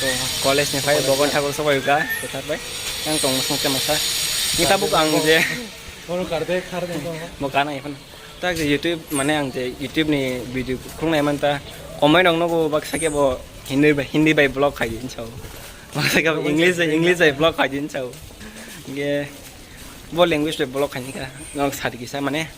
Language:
Kok Borok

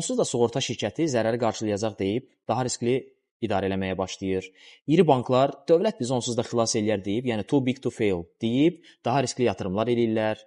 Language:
Azerbaijani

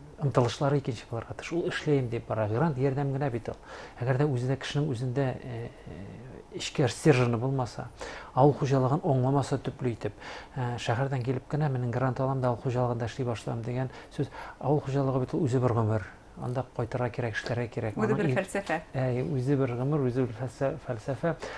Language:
Bashkir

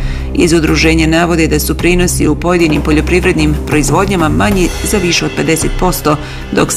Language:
Bosnian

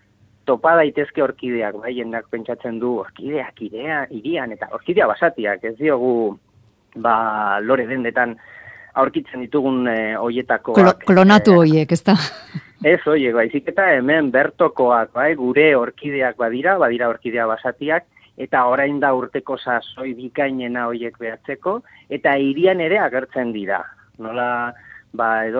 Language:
Basque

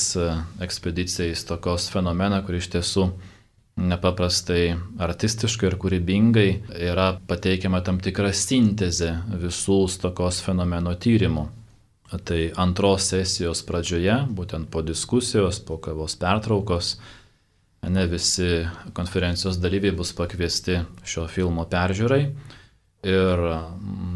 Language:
Lithuanian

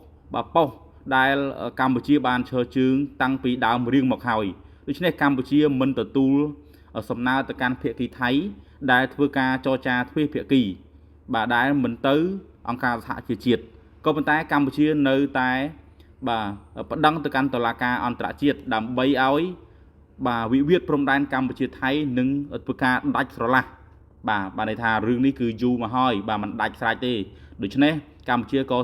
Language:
Khmer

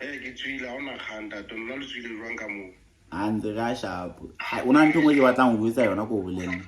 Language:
Southern Sotho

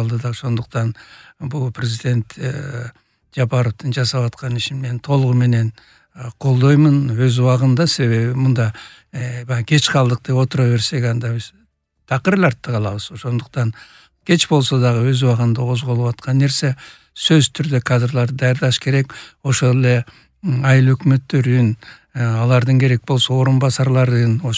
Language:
Kyrgyz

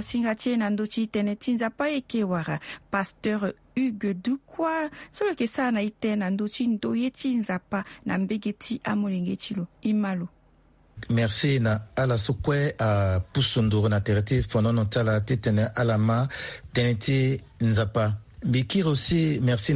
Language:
Sango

